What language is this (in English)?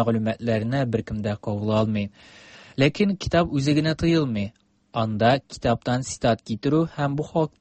Tatar